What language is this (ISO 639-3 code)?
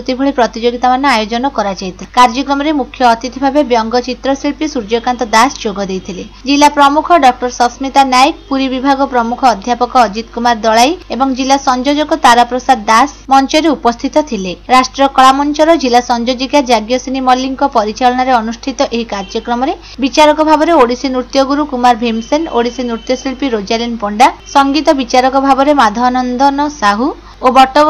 ori